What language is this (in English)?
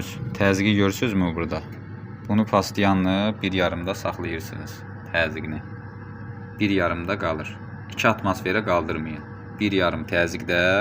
Azerbaijani